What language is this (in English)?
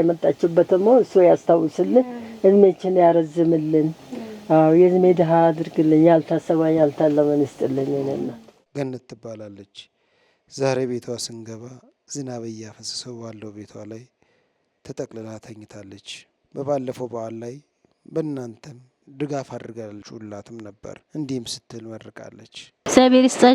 Amharic